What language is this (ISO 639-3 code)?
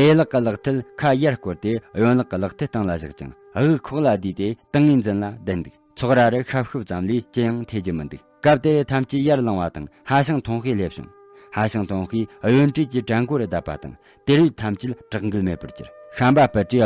bod